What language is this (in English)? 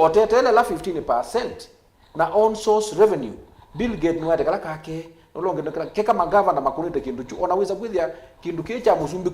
Kamba